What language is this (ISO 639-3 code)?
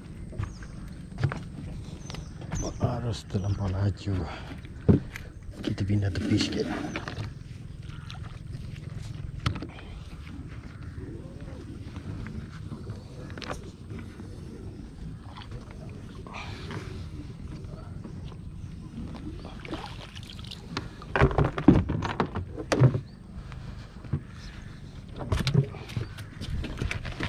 msa